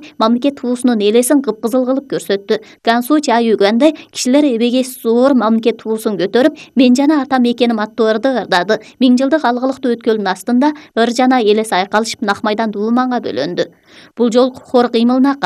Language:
Kyrgyz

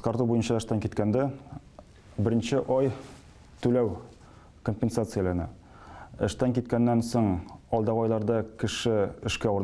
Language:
Tatar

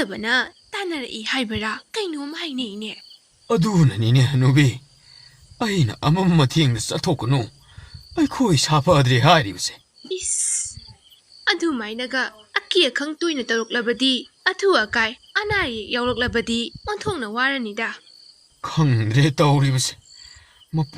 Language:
Manipuri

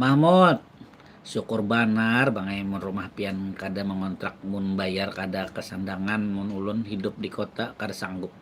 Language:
Banjar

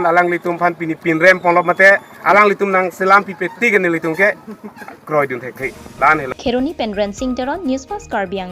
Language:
Karbi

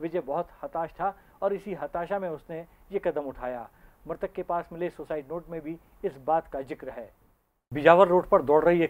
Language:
Hindi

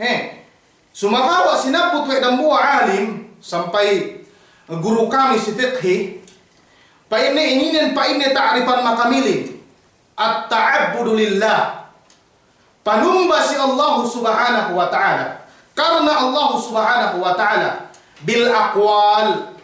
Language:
Yakan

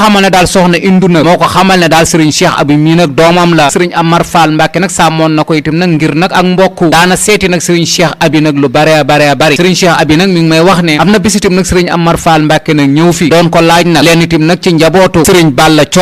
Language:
Wolof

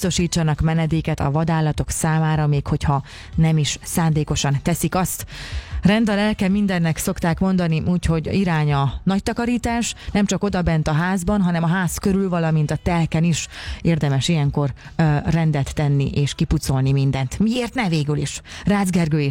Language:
Hungarian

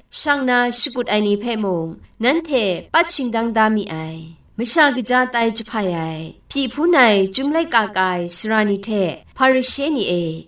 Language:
Kachin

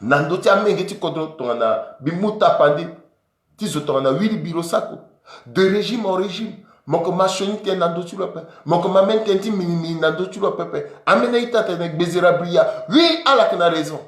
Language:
Sango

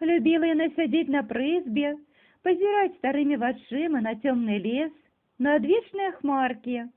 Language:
Belarusian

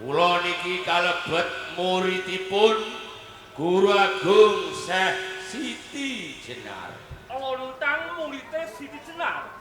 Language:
Javanese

